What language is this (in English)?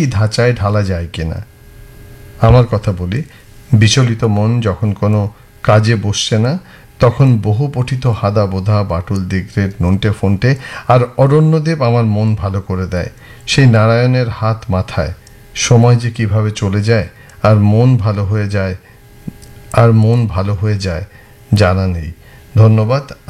Bangla